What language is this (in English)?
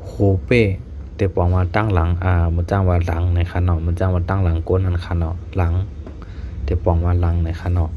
Shan